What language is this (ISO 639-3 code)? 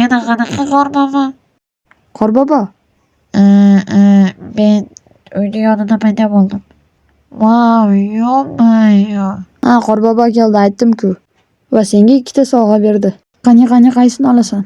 uzb